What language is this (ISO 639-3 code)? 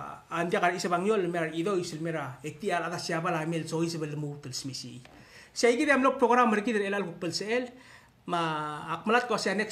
pau